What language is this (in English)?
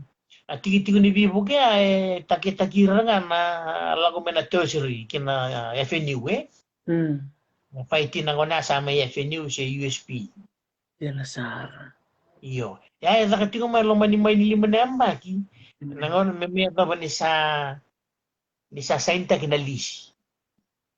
Fijian